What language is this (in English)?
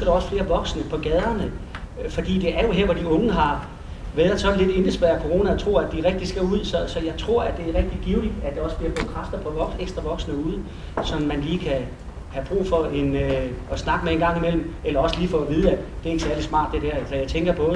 Danish